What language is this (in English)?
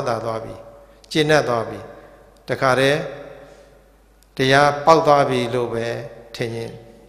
Burmese